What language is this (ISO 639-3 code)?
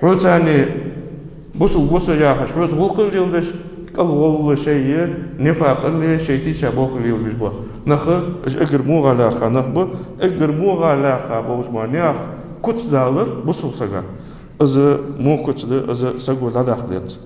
inh